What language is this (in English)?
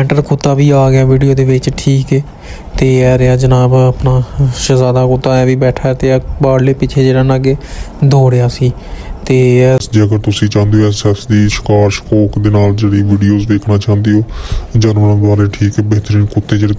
Punjabi